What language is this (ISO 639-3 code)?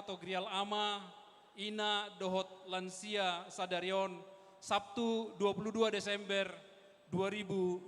bbc